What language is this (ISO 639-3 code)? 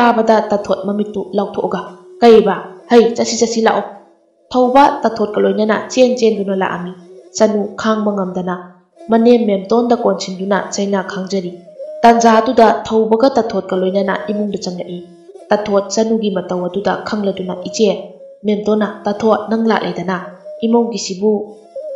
mni